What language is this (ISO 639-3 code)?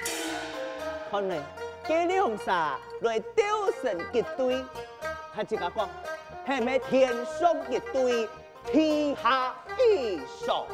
hak